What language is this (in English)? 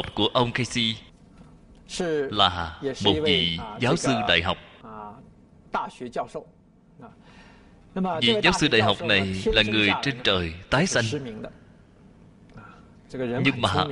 Vietnamese